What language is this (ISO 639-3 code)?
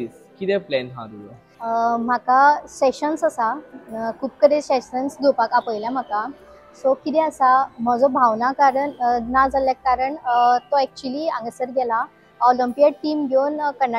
kok